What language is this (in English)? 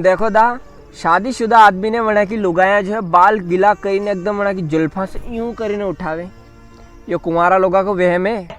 Rajasthani